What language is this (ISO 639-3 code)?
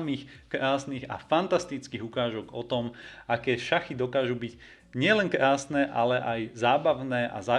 slk